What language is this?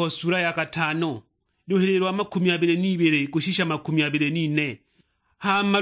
Sukuma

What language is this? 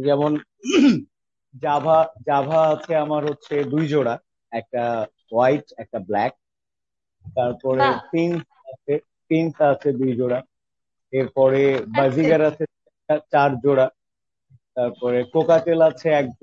Bangla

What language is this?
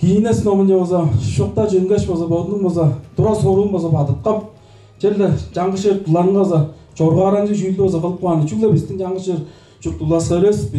Tuvinian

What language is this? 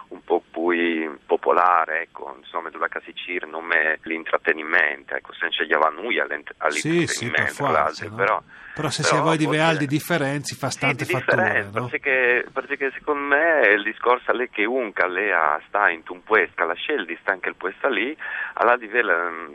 Friulian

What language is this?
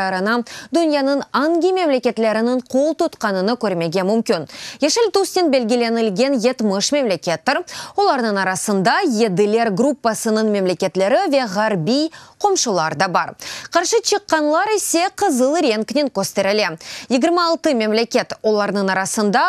Crimean Tatar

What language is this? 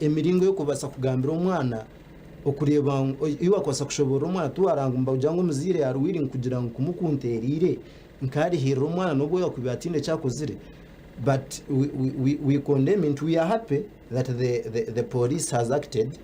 Nyankole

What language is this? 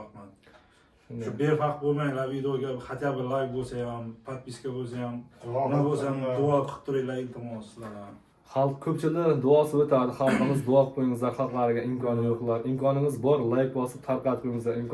Uzbek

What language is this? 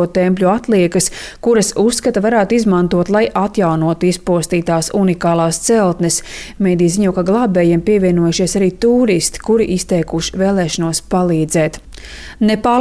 Latvian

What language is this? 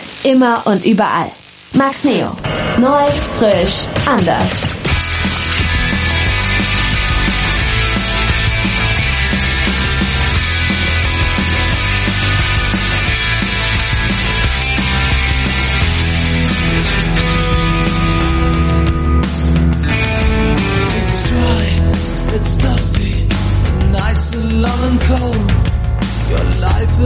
German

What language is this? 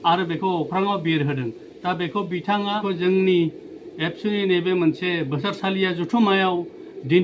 Bodo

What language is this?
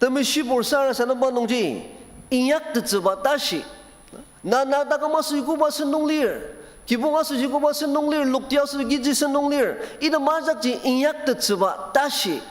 Ao Naga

